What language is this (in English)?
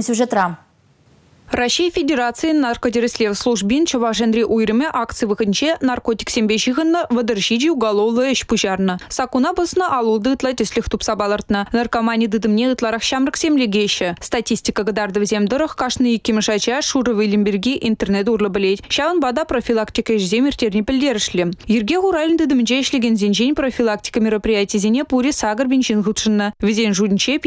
Chuvash